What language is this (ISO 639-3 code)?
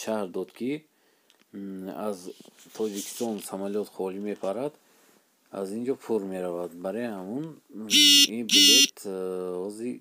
tgk